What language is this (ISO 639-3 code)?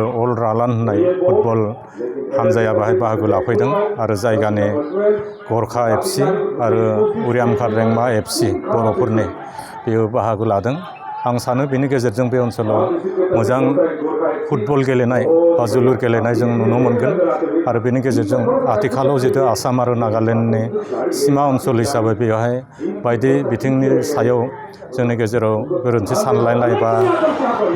brx